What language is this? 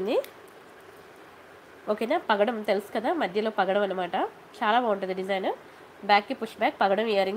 Telugu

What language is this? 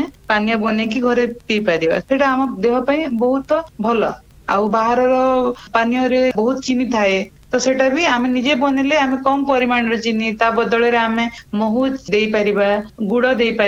Odia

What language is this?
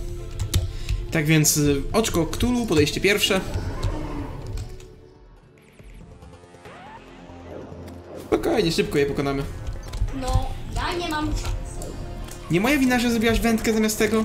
Polish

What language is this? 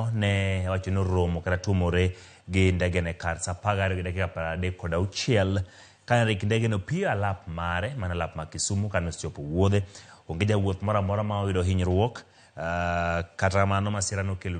Luo (Kenya and Tanzania)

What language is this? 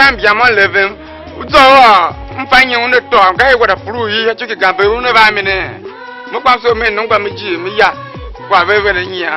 Tiv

